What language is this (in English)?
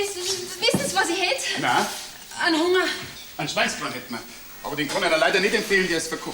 Bavarian